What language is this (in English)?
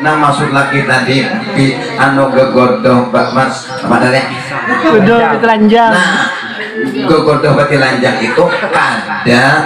Banjar